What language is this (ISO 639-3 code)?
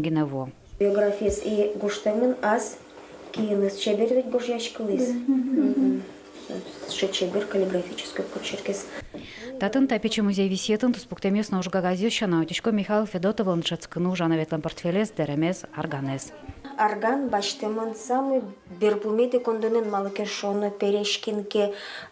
udm